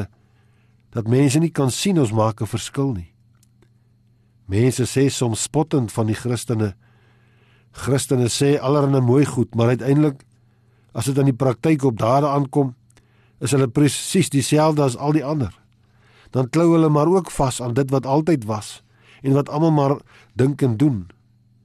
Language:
Afrikaans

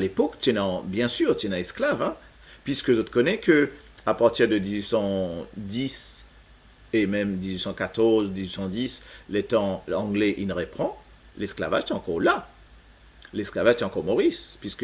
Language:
Morisyen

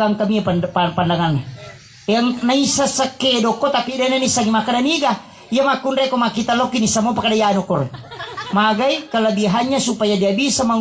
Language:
Buginese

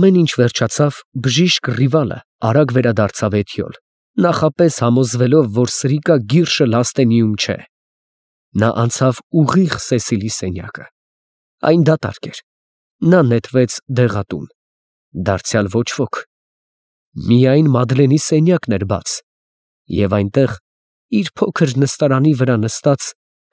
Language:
Armenian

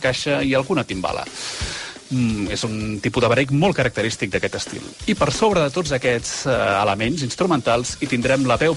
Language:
Catalan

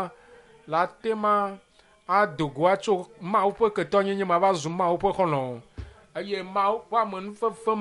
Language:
Ewe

